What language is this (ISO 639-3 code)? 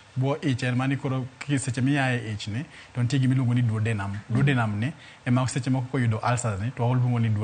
luo